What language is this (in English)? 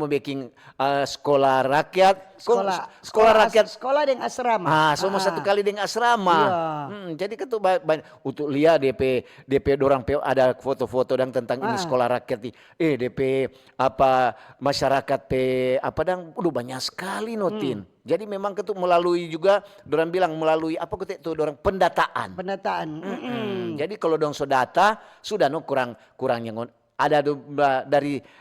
Manado Malay